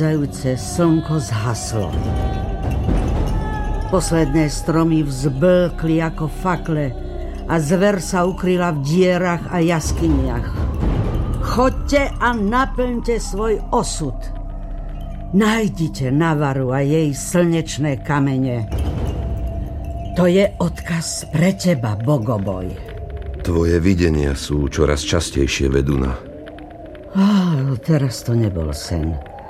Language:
Slovak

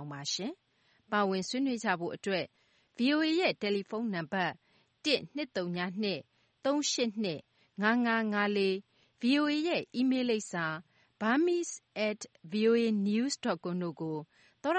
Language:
Burmese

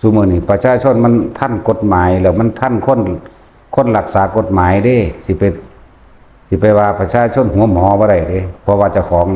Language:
Northeastern Thai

